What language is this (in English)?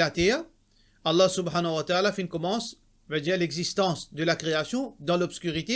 Morisyen